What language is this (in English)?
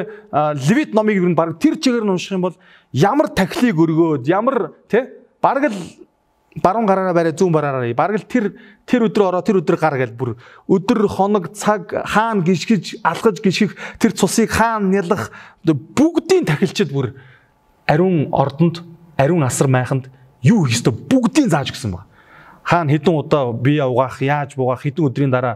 Mongolian